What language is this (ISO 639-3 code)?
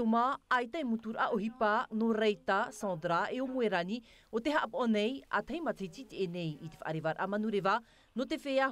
tah